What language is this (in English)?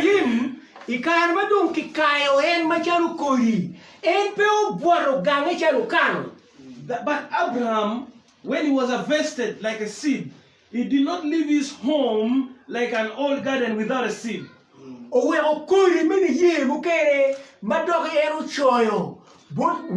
Acoli